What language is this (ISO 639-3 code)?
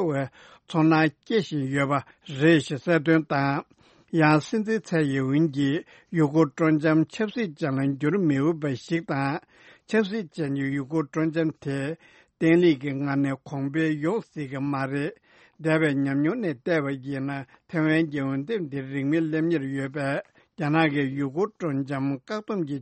bod